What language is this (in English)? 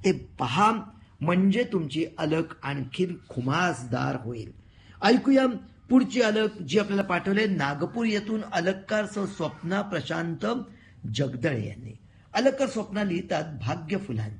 Marathi